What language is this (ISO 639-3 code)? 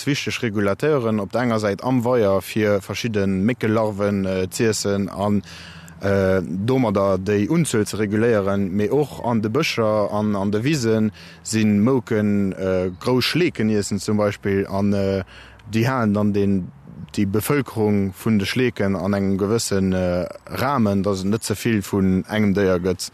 ltz